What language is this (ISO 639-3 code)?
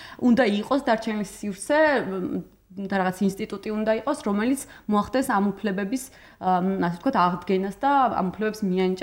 kat